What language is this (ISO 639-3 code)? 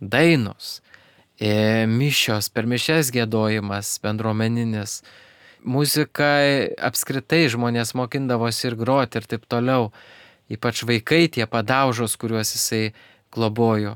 lit